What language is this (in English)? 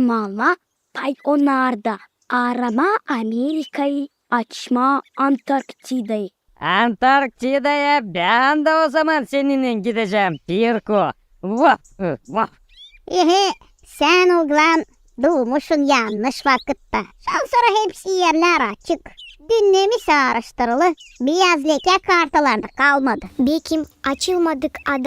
Gagauz